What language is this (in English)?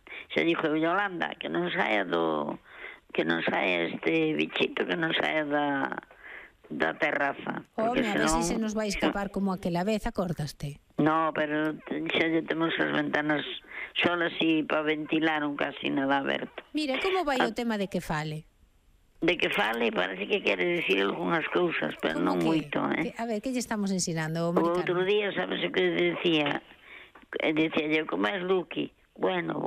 Galician